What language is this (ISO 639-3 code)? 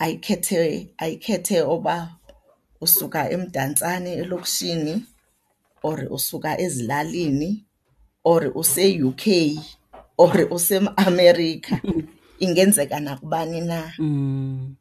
xho